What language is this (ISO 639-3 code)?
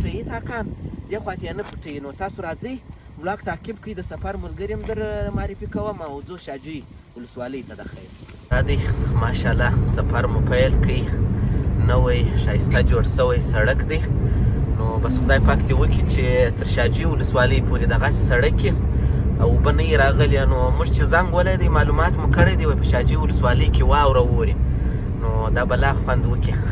pus